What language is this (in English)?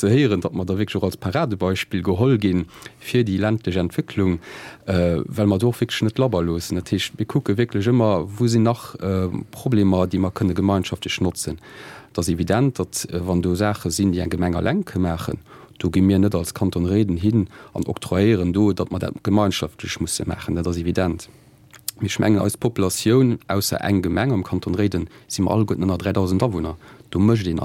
Luxembourgish